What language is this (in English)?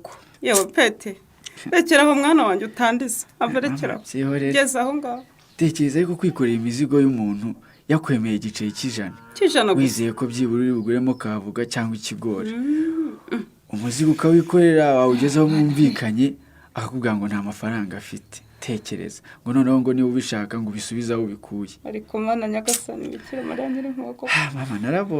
Kinyarwanda